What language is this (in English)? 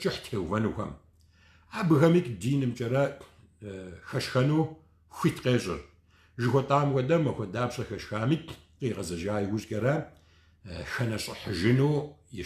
Kabardian